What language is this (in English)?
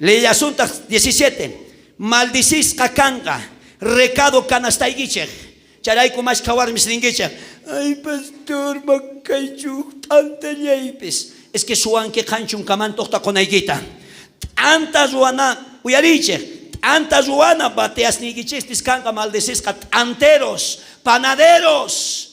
South Bolivian Quechua